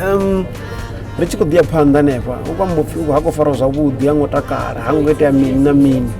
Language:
Venda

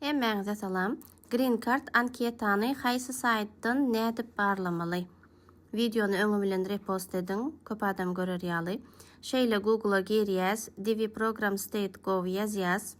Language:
Turkmen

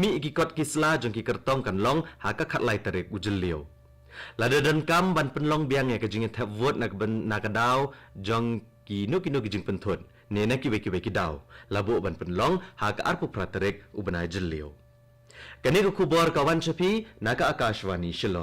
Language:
Khasi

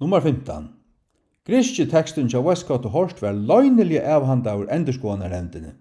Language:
Faroese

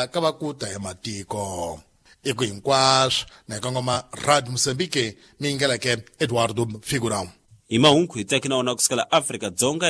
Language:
Tsonga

